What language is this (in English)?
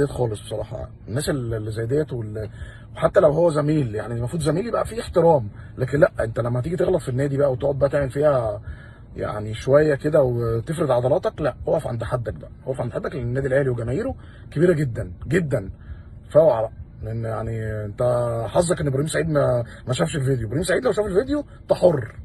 Egyptian Arabic